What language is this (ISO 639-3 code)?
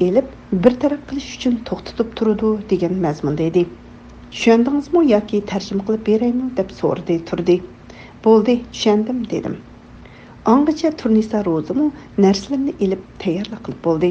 uig